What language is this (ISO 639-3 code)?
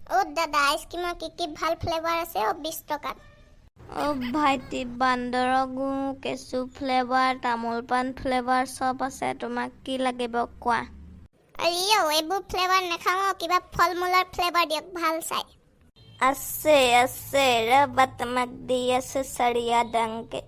asm